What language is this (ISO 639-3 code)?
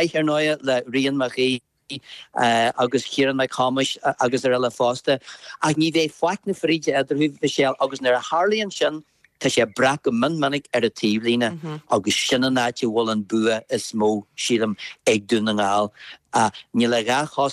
gle